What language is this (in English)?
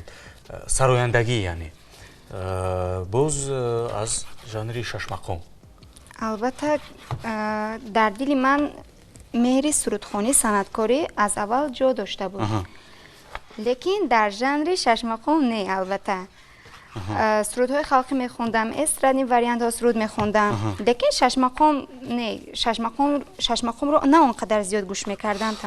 Tajik